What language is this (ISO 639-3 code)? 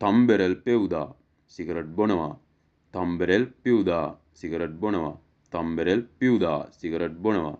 sin